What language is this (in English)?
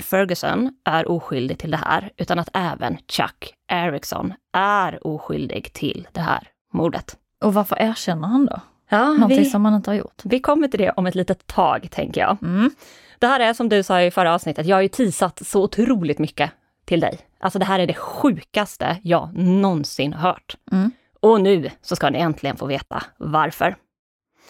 Swedish